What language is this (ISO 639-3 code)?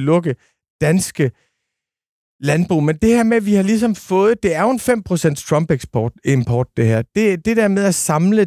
dan